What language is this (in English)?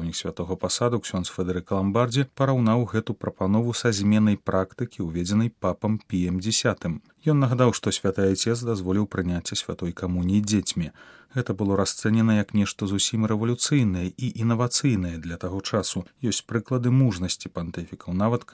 Belarusian